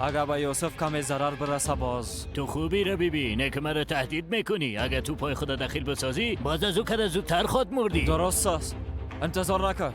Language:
Persian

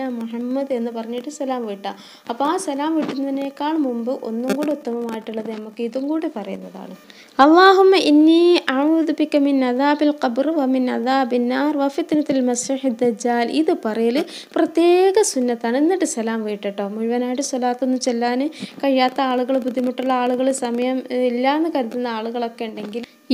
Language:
Malayalam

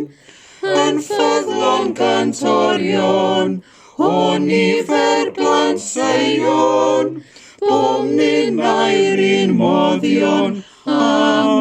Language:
Welsh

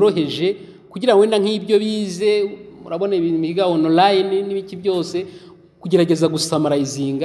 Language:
Kinyarwanda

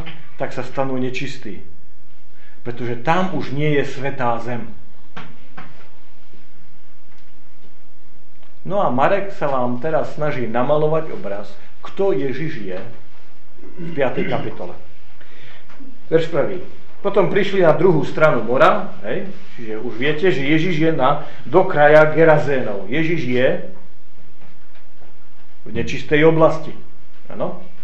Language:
Slovak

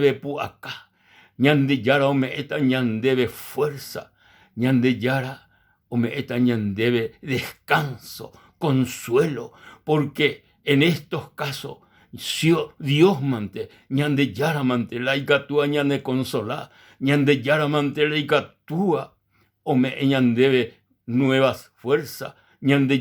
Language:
Guarani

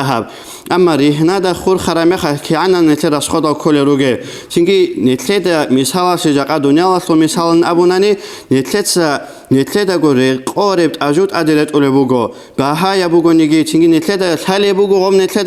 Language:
Avaric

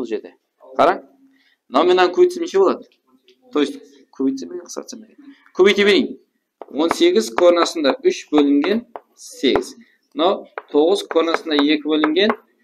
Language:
Kara-Kalpak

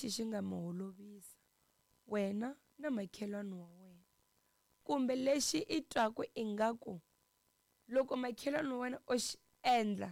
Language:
Tsonga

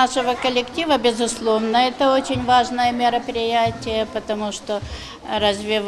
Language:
Crimean Tatar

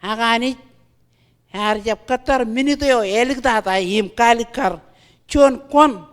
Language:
Marshallese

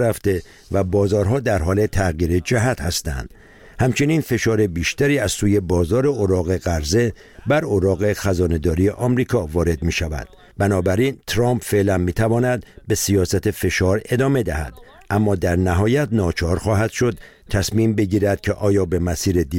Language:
Persian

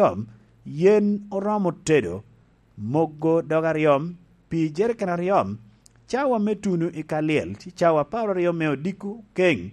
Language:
Lango (Uganda)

